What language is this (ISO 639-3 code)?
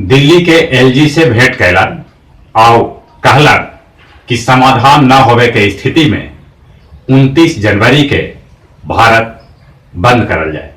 mag